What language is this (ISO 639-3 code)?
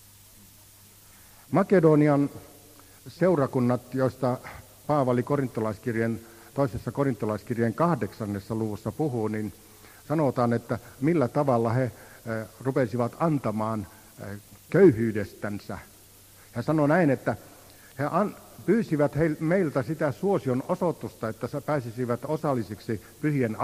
fin